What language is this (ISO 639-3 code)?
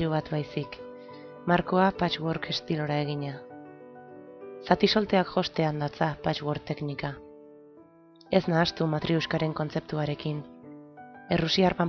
eus